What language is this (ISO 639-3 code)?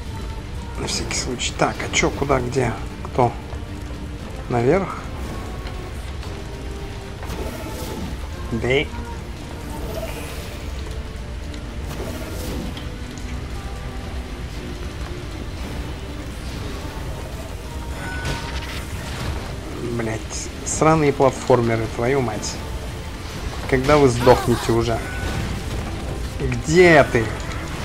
rus